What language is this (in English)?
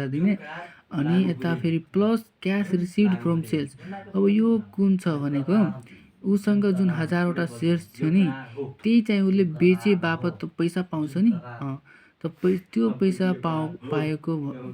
Nepali